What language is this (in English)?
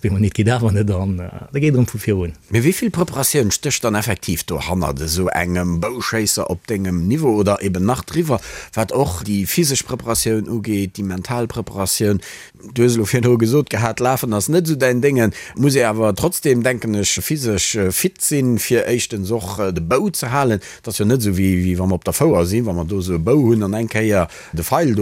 Luxembourgish